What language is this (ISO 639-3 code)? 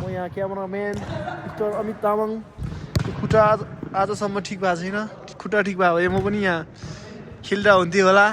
nep